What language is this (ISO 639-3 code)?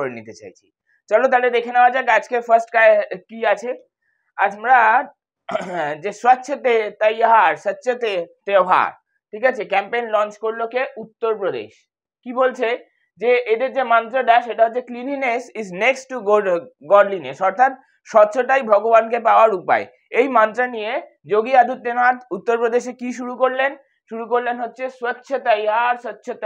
ben